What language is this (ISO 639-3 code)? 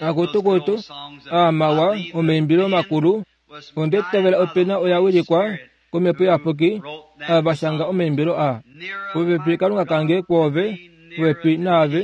kua